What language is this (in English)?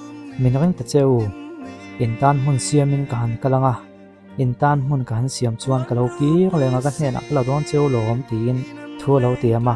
Mizo